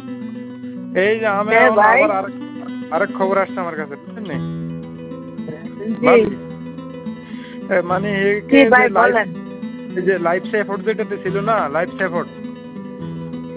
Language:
Bangla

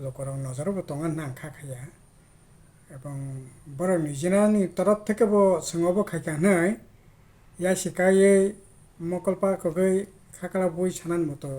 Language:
Kok Borok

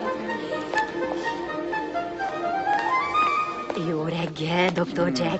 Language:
Hungarian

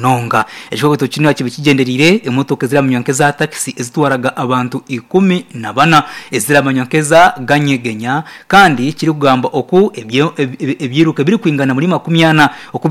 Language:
Nyankole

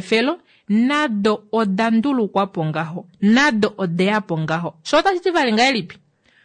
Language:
Kuanyama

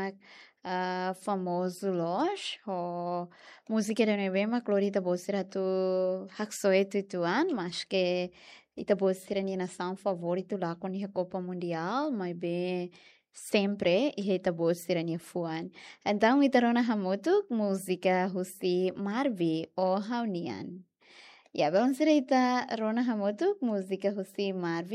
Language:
Tetum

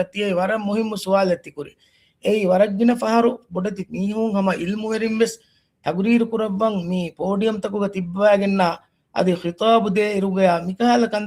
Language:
Divehi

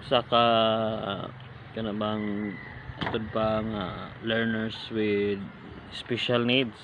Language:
Cebuano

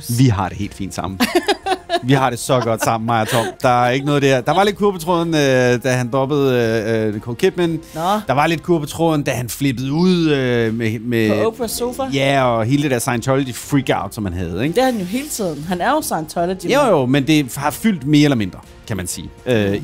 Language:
Danish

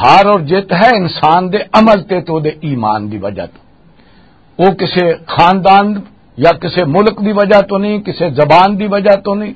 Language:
Western Panjabi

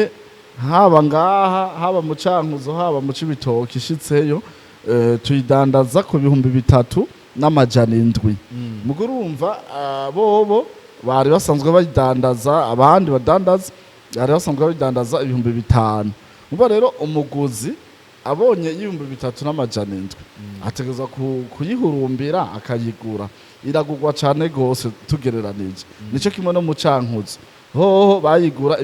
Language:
Rundi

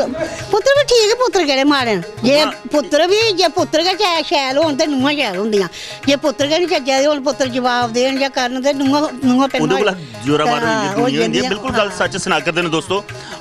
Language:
Dogri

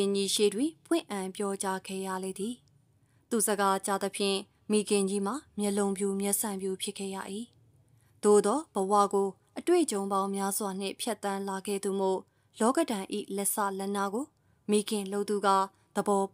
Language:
Burmese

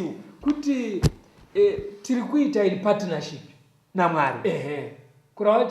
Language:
Shona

